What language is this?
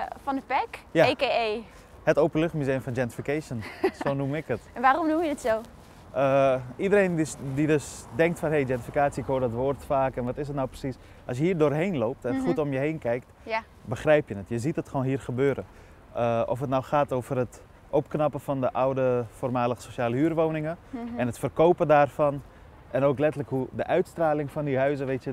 Dutch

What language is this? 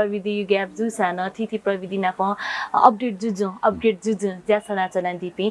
Newari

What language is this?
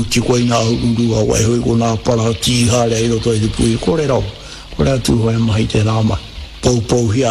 Māori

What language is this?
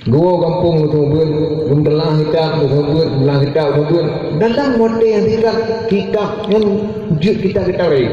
Achinese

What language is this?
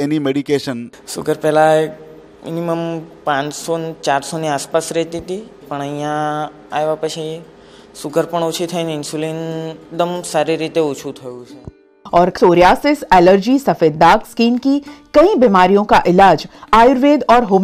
Gujarati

